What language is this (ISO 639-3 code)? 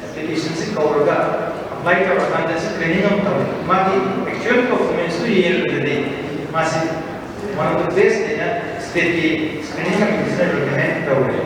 mni